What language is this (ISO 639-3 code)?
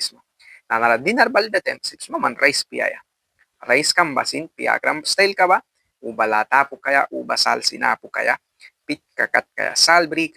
miq